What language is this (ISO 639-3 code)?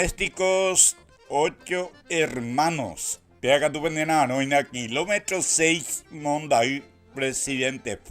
grn